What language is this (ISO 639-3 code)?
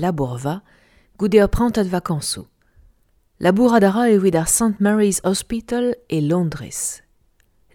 bre